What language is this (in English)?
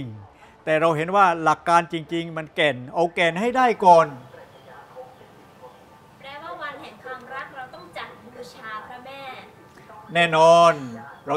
Thai